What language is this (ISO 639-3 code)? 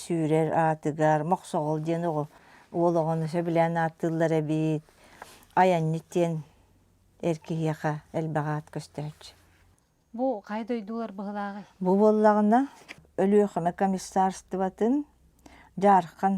sah